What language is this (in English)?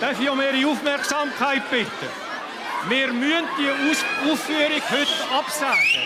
Swiss German